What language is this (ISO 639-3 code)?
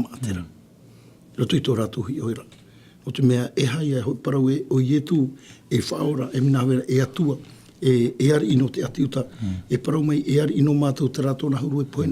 tah